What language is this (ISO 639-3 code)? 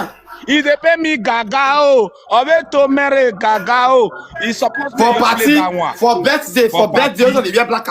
pcm